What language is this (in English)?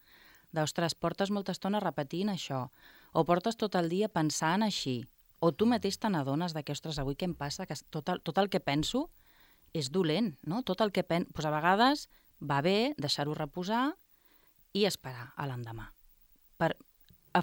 Catalan